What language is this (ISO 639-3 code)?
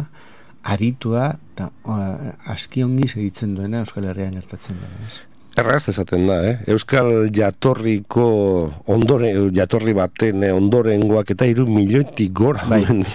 eus